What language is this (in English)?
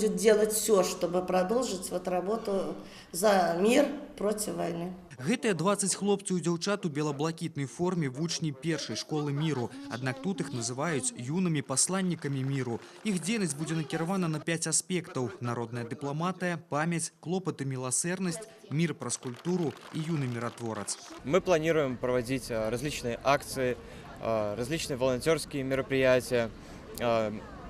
Belarusian